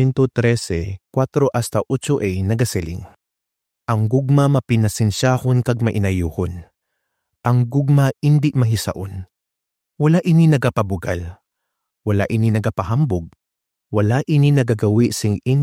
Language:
Hiligaynon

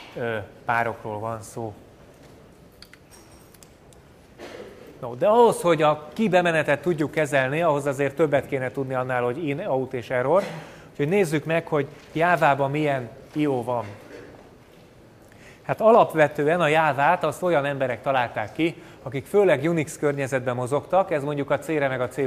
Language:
Hungarian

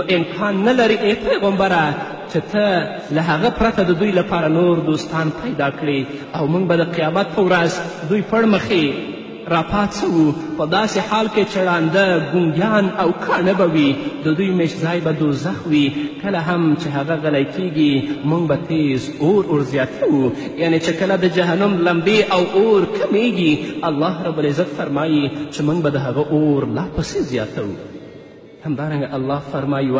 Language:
Pashto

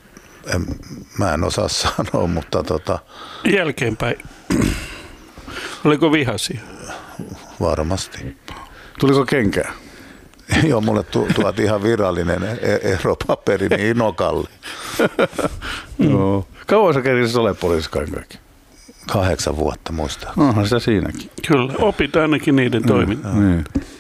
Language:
Finnish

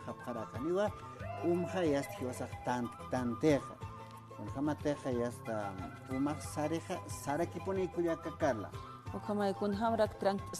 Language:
Aymara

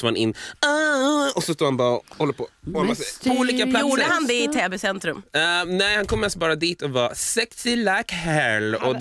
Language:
Swedish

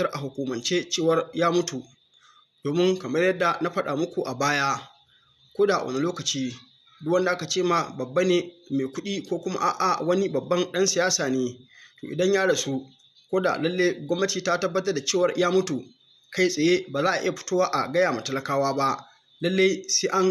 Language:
Hausa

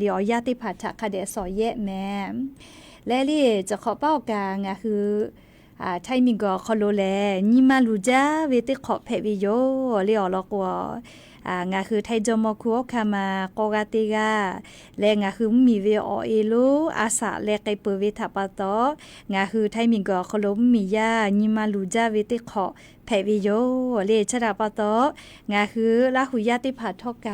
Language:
Lahu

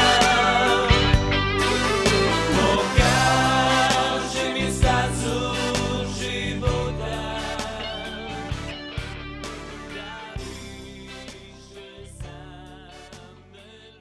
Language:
Croatian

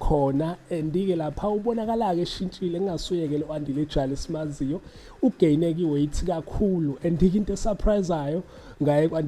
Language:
Zulu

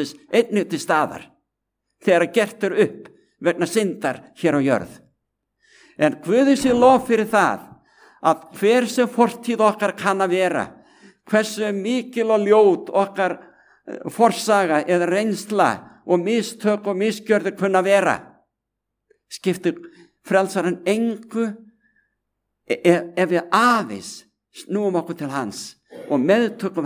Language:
Icelandic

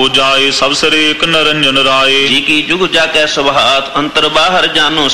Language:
Punjabi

